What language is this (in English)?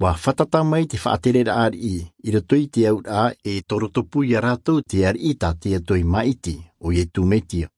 Tahitian